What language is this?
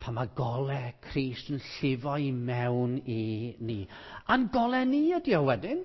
Welsh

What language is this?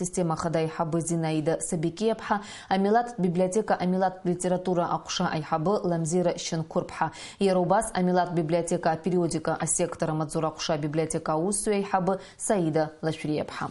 Abkhazian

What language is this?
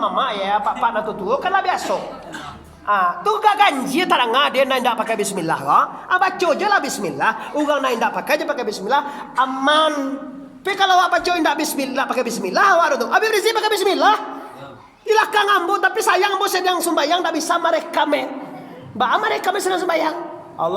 Minangkabau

